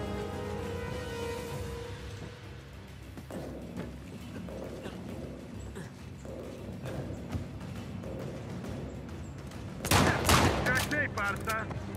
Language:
Portuguese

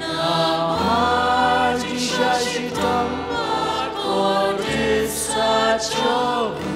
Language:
Khasi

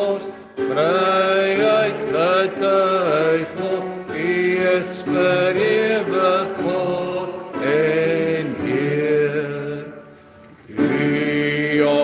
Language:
Afrikaans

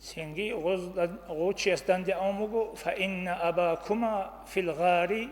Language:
Avaric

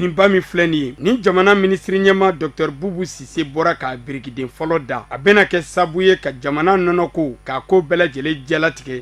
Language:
Bambara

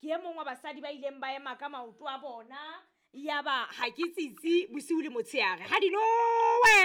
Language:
Southern Sotho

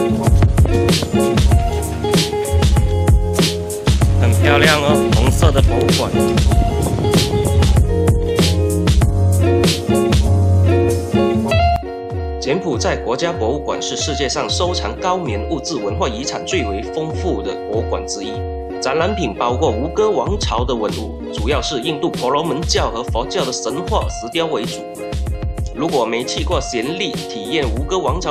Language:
Chinese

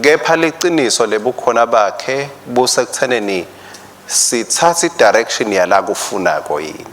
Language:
Swati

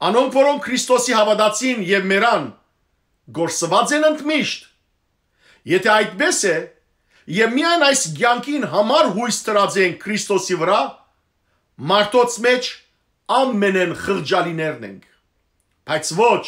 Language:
Western Armenian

